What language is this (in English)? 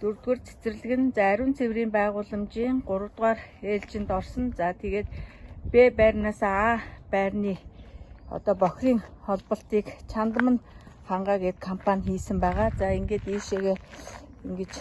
Mongolian